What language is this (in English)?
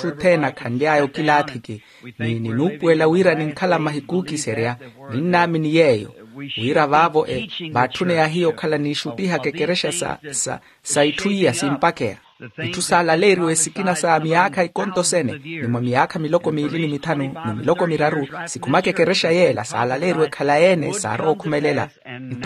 Makhuwa